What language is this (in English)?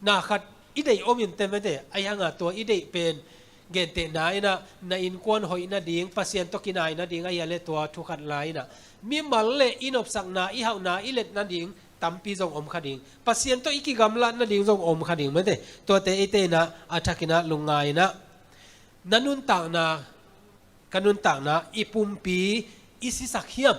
Tedim Chin